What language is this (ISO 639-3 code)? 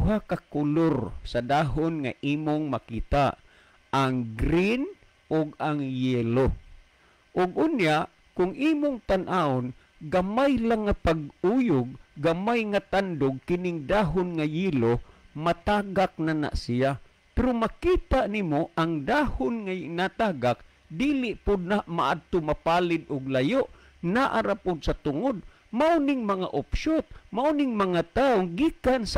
ceb